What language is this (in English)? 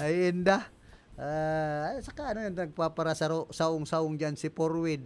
Bikol